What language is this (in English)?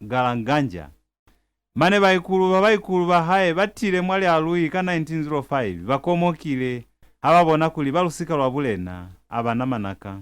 Lozi